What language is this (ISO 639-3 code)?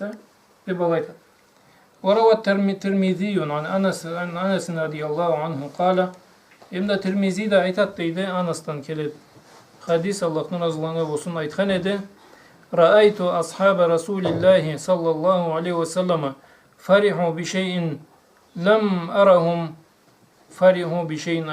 krc